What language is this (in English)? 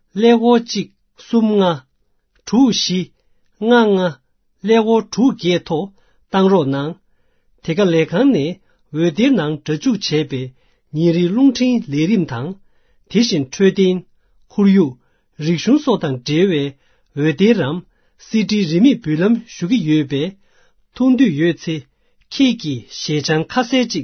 Tibetan